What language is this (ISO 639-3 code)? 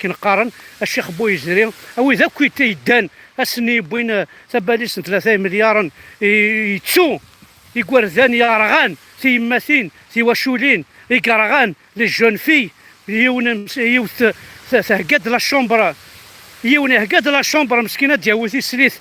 kab